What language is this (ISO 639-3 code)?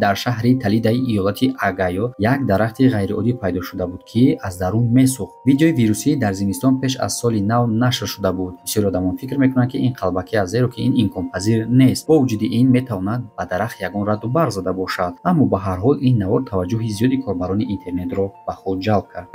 tgk